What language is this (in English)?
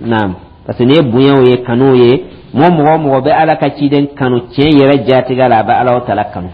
Dyula